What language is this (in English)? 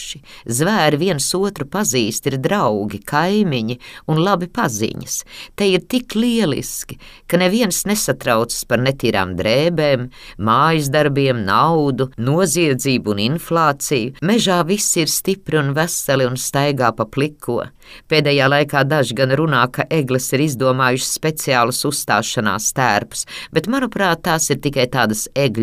Latvian